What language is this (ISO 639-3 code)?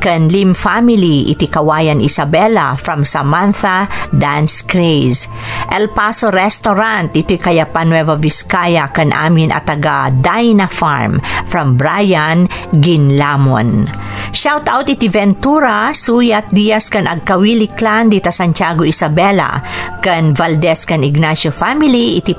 ilo